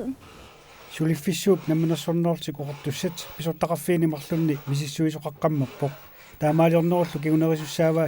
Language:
Kalaallisut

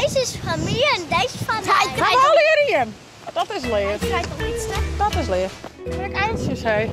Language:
Western Frisian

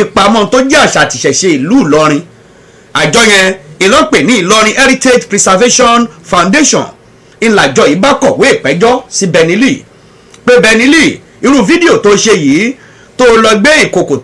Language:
Yoruba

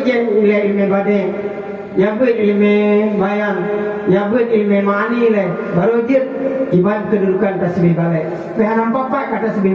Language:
Achinese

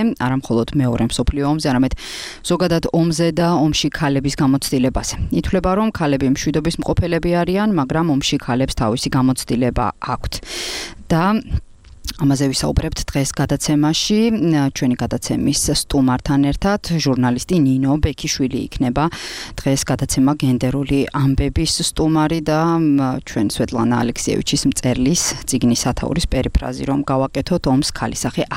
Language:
Georgian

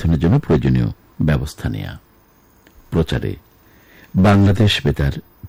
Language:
Bangla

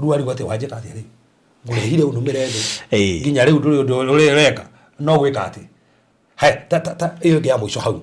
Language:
Kikuyu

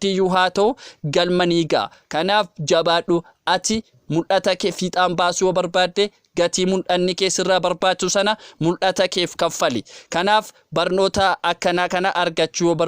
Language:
Oromo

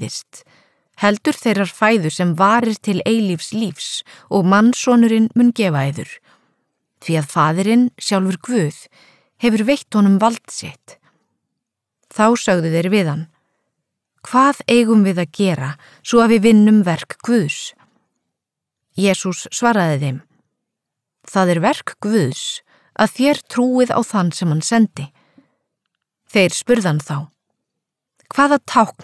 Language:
Icelandic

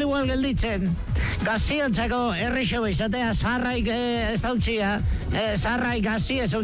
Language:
Basque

